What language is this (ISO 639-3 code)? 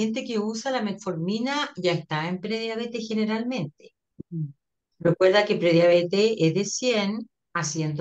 spa